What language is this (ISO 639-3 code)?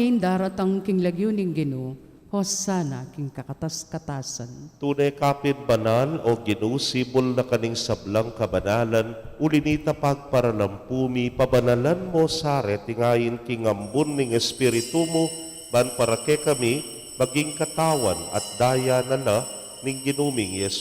pam